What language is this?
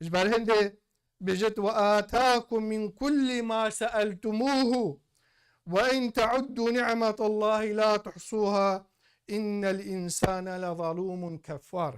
Kurdish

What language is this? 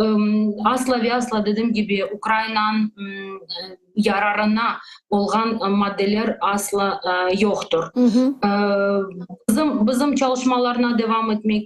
Crimean Tatar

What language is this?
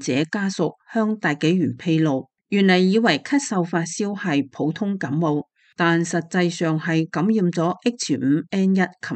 Cantonese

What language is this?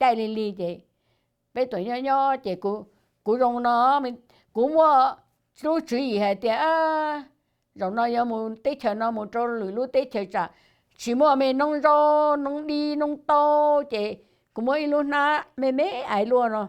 Hmong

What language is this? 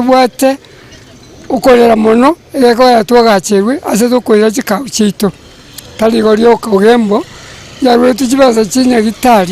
Gusii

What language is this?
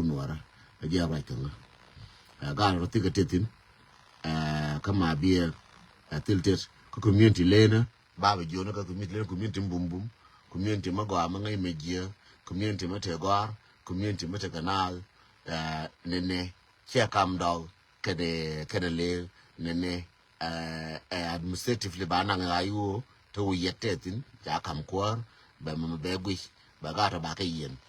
Nuer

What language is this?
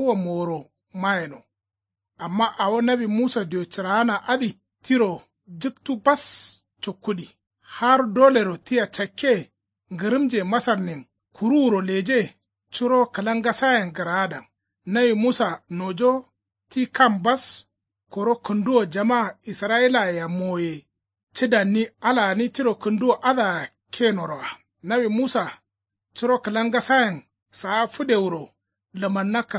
Kanuri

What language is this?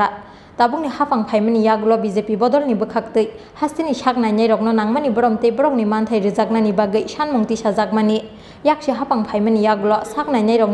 Kok Borok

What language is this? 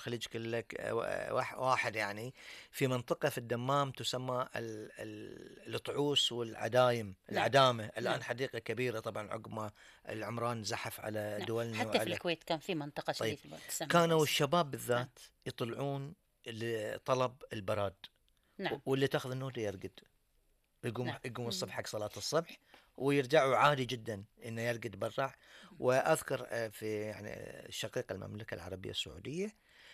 Gulf Arabic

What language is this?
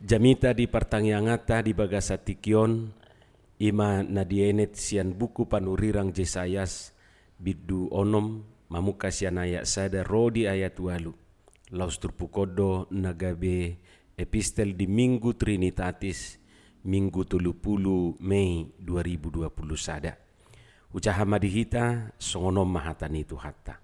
Batak Toba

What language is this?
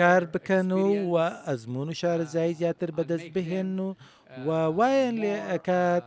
Central Kurdish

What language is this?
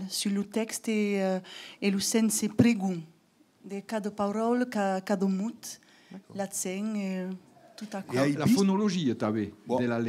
Occitan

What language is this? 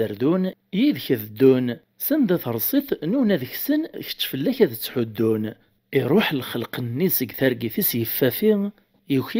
Kabyle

